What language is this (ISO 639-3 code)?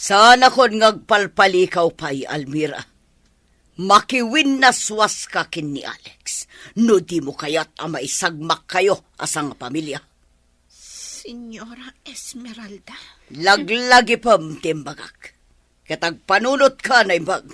ilo